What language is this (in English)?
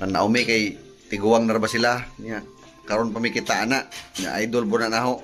Cebuano